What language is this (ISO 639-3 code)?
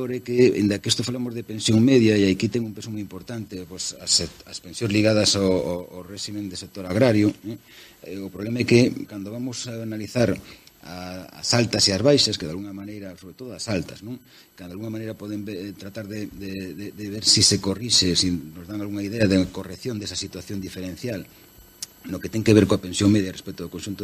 glg